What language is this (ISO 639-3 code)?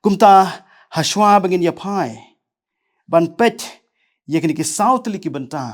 kha